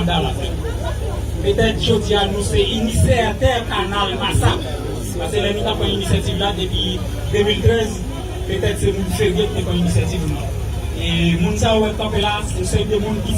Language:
Haitian Creole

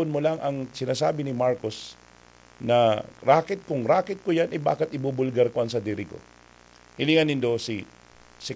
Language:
Bikol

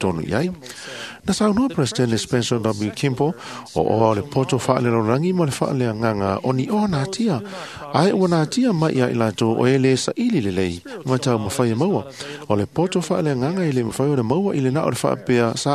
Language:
Samoan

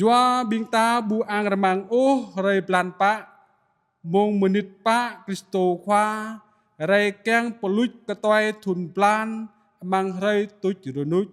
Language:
Jarai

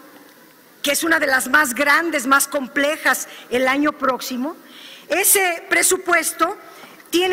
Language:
Spanish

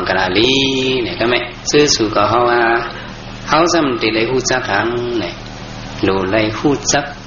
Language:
Shan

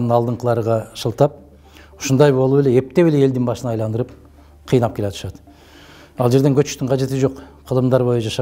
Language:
Kyrgyz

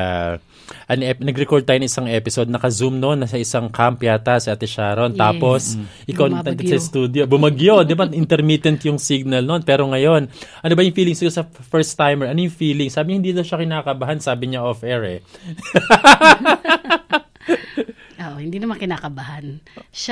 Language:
Filipino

